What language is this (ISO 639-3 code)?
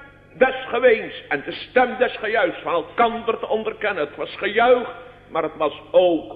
nld